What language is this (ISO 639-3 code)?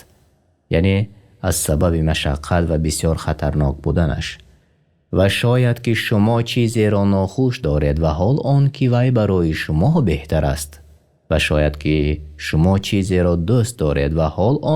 tgk